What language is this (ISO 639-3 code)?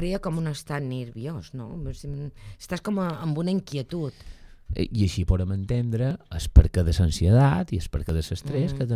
cat